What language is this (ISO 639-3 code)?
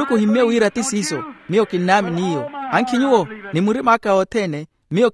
vmw